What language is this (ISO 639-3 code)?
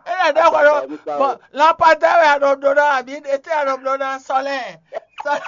fon